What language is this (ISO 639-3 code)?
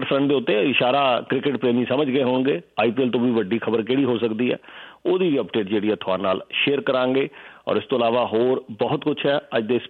pan